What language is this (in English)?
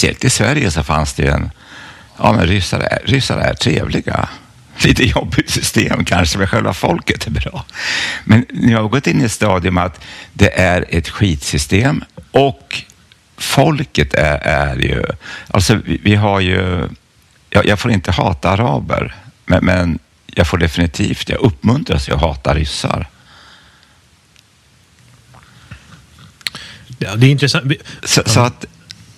Swedish